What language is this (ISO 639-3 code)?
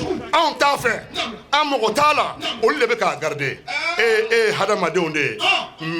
bam